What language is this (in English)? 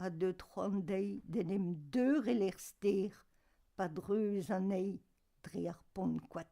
Breton